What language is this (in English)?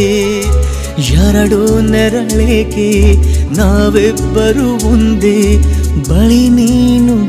Kannada